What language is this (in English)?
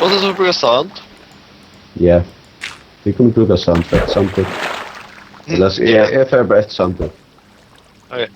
Faroese